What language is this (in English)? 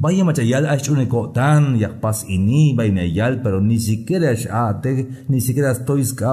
Tzeltal